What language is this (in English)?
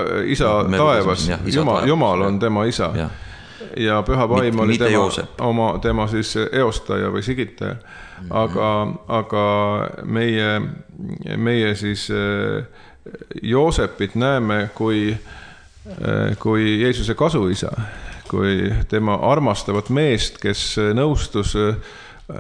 Estonian